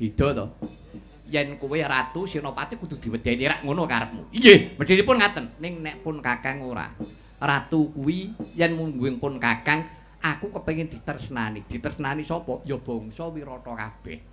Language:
Javanese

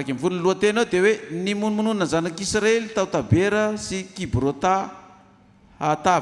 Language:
Malagasy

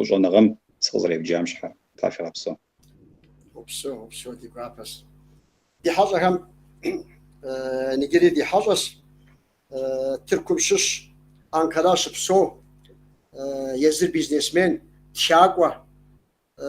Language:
Kabardian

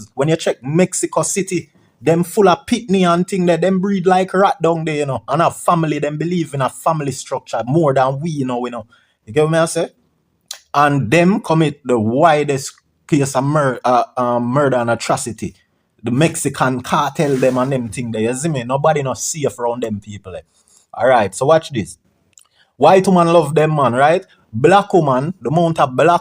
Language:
Jamaican Creole English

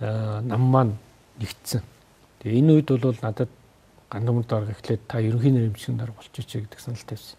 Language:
Mongolian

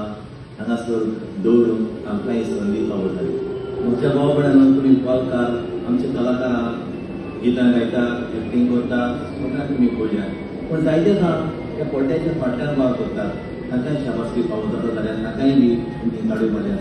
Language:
Konkani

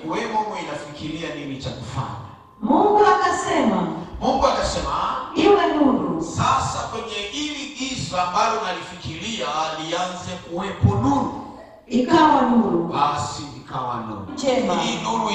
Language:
Swahili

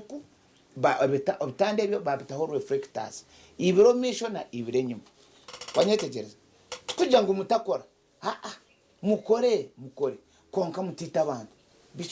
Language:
Nyankole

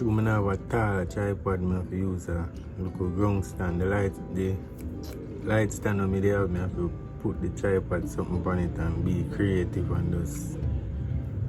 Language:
Jamaican Creole English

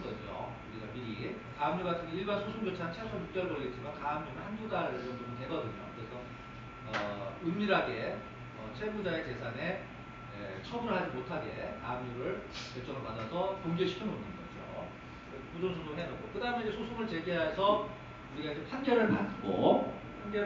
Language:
Korean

